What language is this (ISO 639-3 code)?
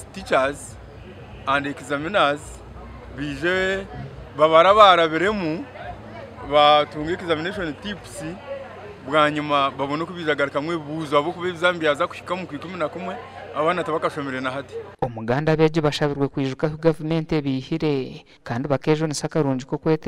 nyn